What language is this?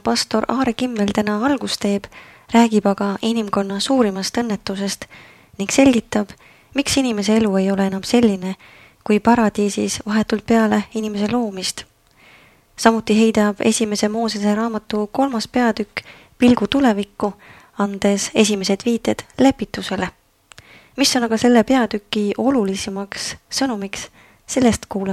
Estonian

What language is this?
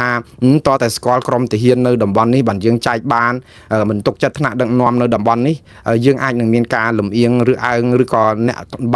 Khmer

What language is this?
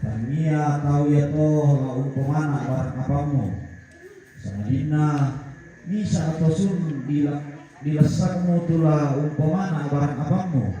Toraja-Sa'dan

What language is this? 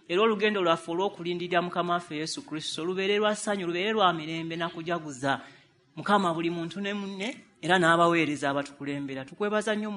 Ganda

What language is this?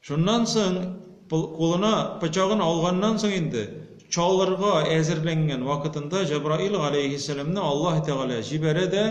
Tatar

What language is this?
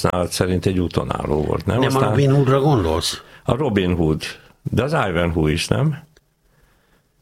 Hungarian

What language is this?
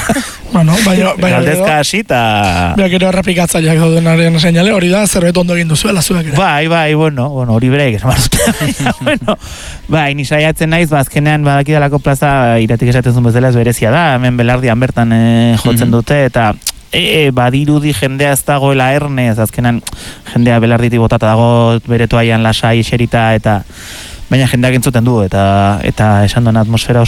Basque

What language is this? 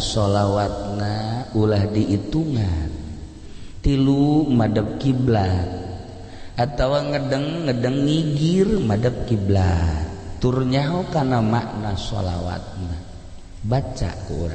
Sundanese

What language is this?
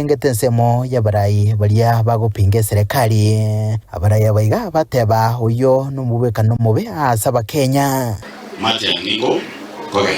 Gusii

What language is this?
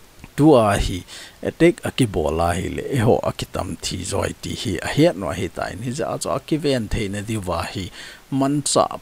Thado Chin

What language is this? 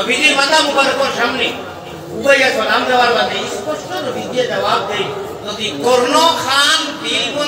Sylheti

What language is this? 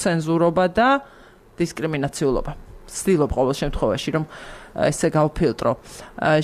Georgian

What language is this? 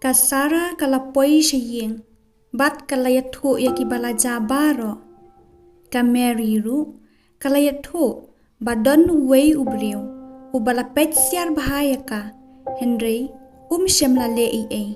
Khasi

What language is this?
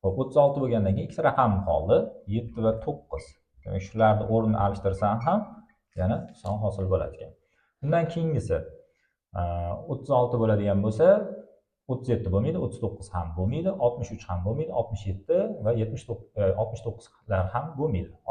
Uzbek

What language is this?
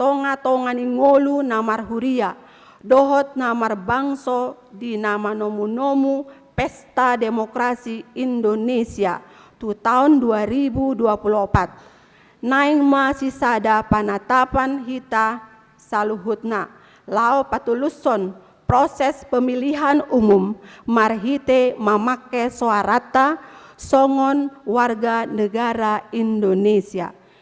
Batak Toba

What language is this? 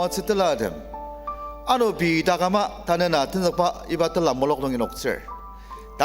Ao Naga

